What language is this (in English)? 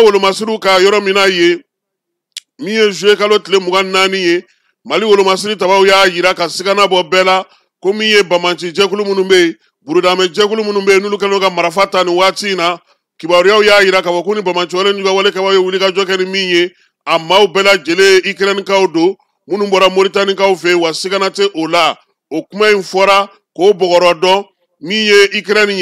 Bambara